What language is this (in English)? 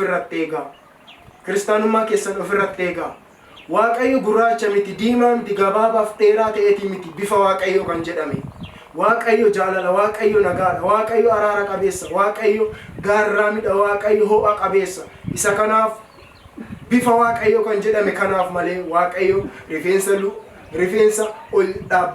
Oromo